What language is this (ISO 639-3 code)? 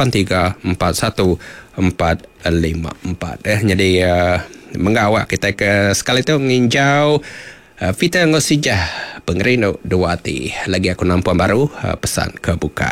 iba